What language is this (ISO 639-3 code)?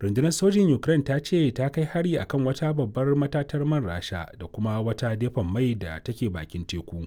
hau